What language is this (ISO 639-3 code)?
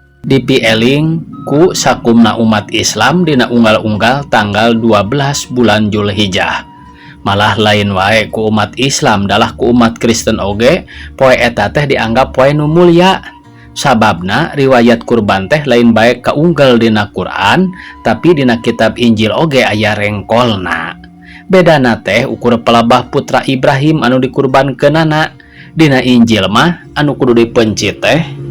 sun